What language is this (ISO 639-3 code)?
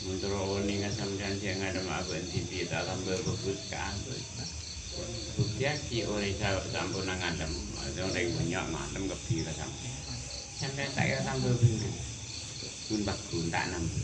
mad